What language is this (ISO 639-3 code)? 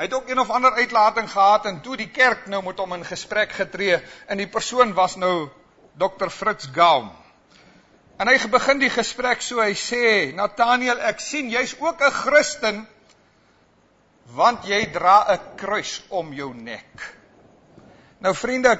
afr